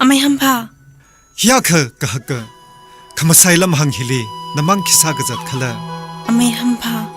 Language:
Tangkhul Naga (India)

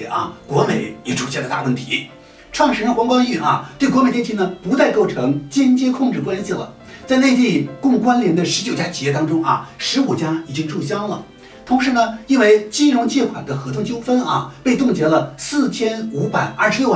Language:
Chinese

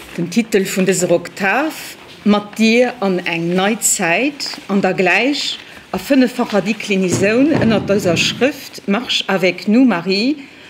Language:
Luxembourgish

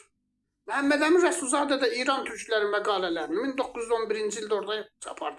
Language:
Azerbaijani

